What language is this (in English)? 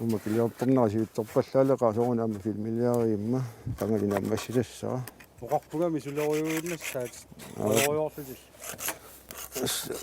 Kalaallisut